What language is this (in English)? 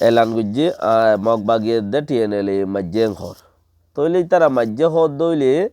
Rohingya